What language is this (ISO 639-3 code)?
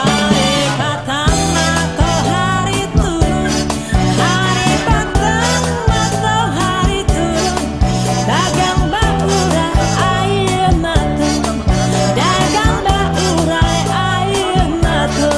min